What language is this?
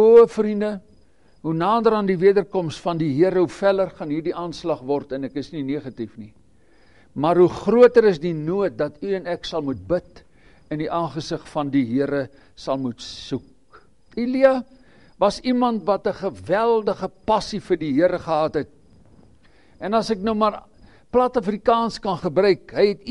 Afrikaans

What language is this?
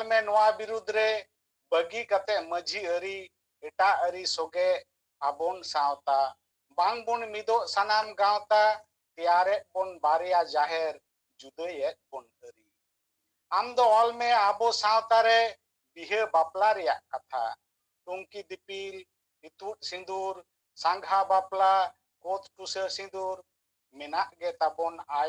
Santali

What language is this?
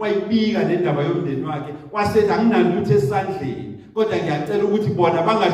Zulu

